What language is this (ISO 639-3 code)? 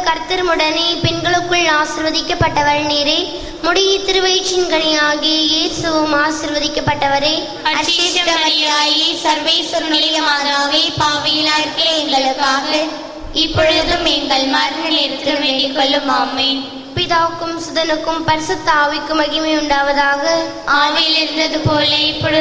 tam